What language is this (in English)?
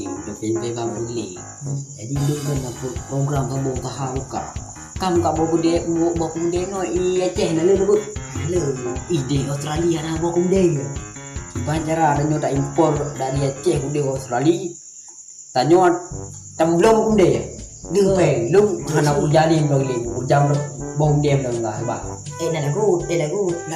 Achinese